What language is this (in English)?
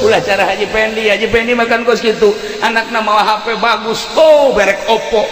Sundanese